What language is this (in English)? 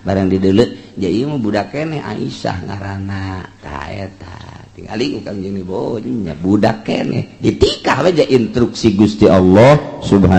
Sundanese